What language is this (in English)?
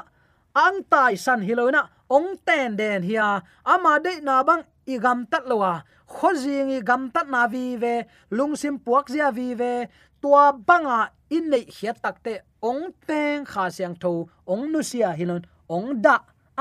Tedim Chin